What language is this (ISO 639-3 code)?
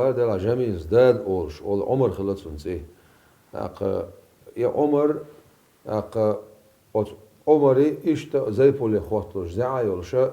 che